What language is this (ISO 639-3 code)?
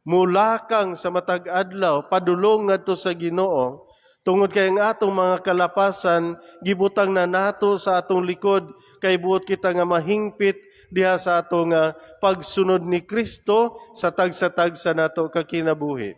ceb